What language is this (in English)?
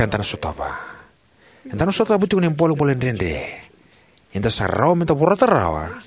Fijian